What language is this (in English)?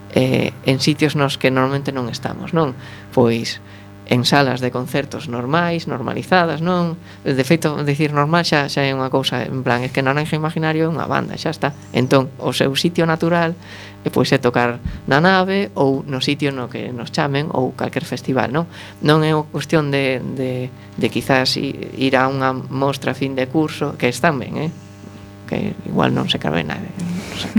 Galician